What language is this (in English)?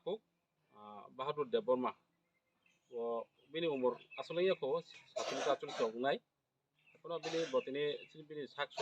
Kok Borok